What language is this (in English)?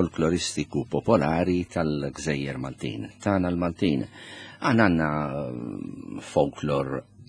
Maltese